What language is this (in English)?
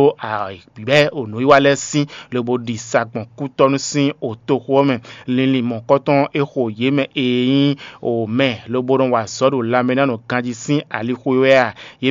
Fon